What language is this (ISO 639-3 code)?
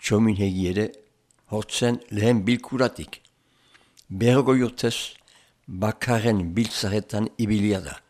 eus